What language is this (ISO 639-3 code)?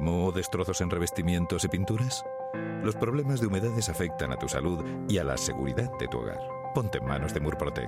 spa